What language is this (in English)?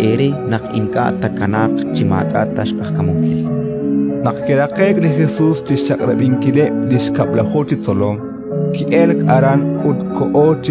Kekchí